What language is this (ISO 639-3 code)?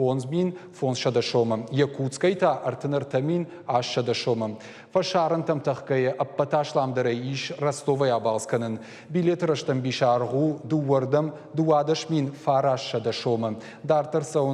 oss